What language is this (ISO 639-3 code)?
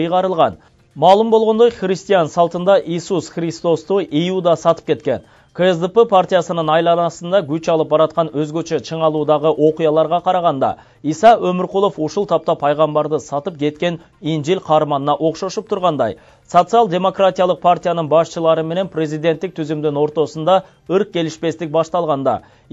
kir